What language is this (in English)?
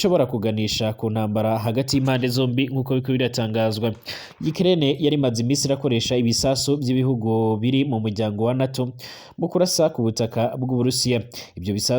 Rundi